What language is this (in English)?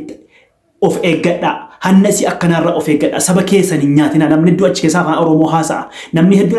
Oromo